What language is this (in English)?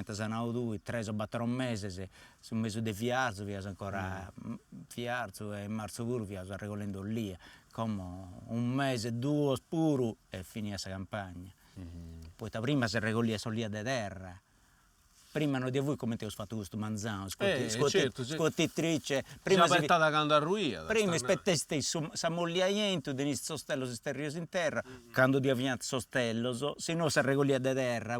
Sardinian